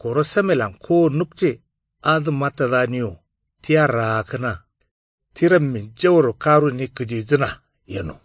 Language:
Kanuri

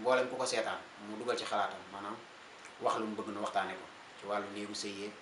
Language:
Wolof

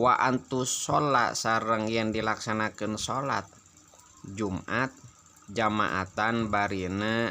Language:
Sundanese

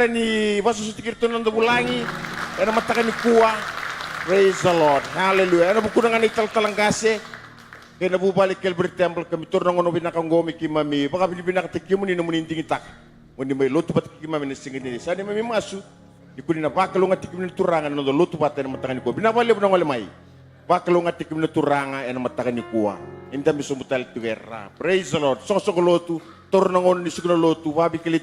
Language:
Fijian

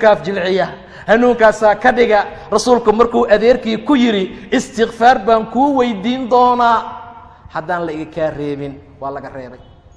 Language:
Somali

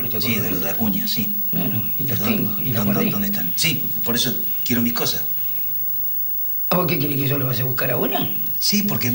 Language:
Spanish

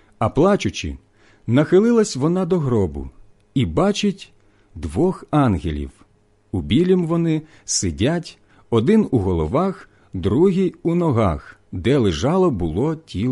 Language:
Ukrainian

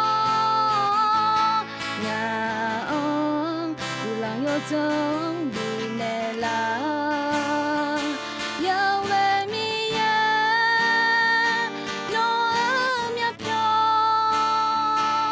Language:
Akha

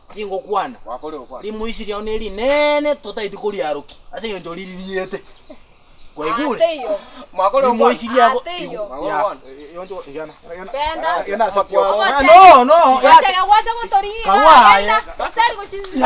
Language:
Gusii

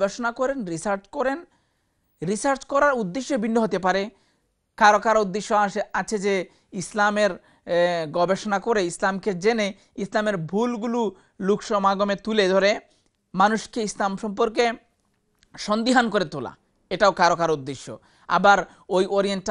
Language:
Bangla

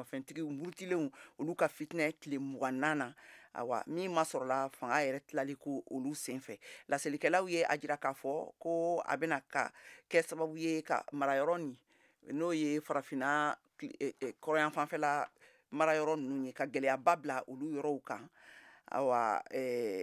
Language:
Bambara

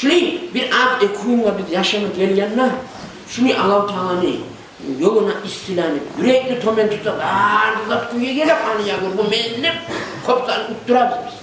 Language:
Kumyk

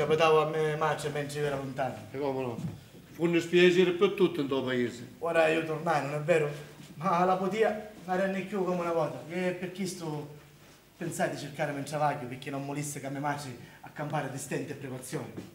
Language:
Sicilian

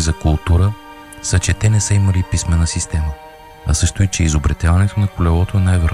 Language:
Bulgarian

